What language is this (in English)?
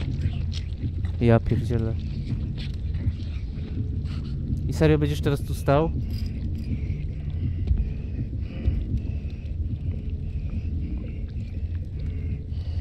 Polish